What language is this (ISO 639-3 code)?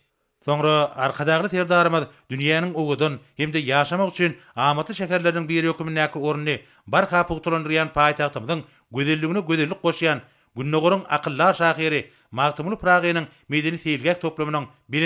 tuk